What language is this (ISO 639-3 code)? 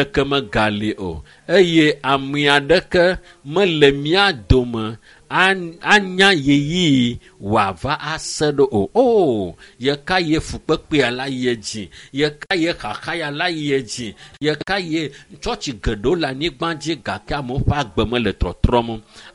ewe